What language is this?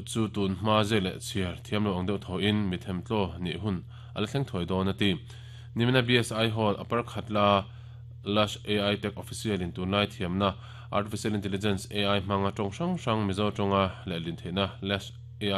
Mizo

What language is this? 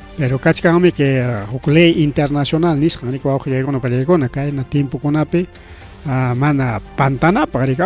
Ayacucho Quechua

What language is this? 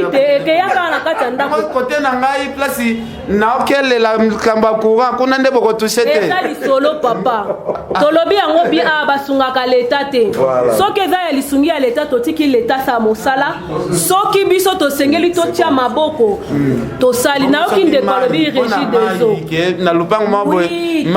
Lingala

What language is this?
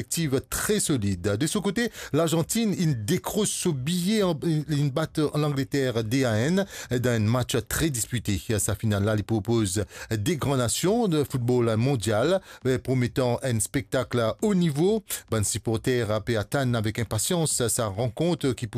Morisyen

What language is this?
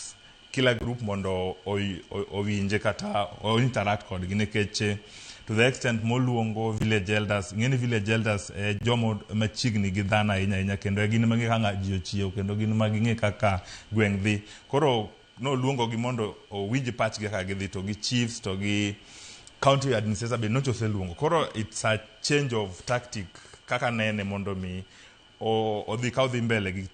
Luo (Kenya and Tanzania)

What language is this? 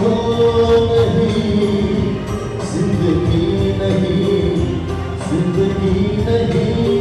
Manipuri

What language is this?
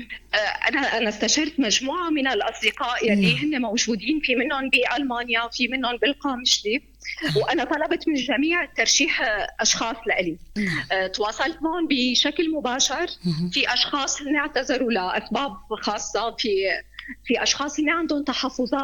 North Levantine Arabic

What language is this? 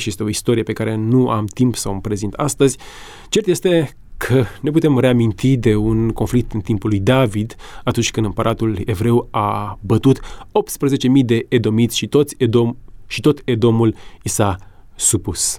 Romanian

